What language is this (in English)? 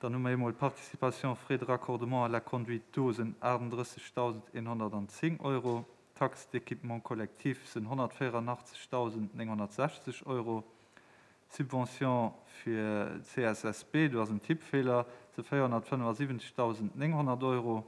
Luxembourgish